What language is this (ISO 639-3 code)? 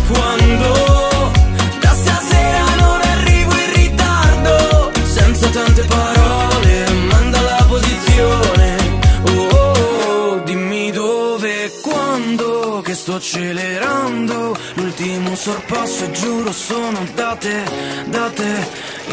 ita